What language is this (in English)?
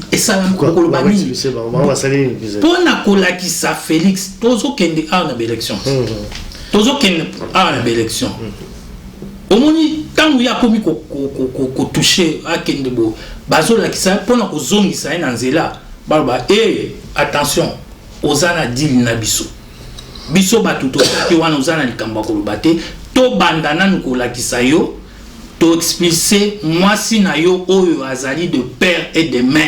Lingala